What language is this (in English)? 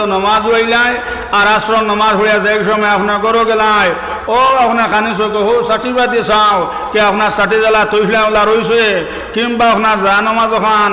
Sylheti